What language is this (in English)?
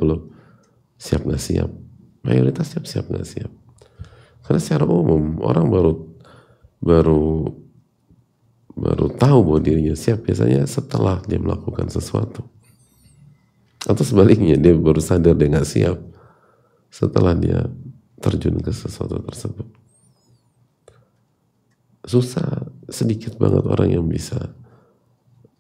Indonesian